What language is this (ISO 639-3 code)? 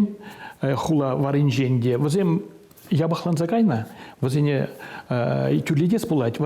chv